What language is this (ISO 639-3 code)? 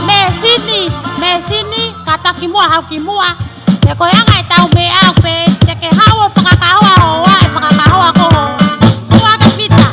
ton